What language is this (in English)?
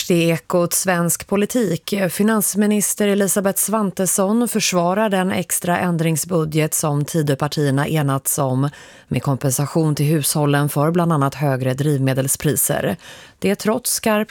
Swedish